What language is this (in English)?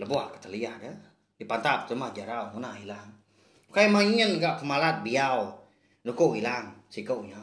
Iban